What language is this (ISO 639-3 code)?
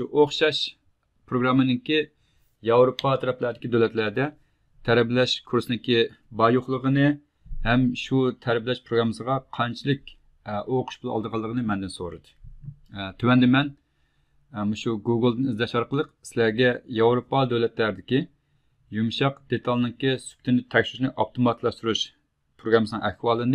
uig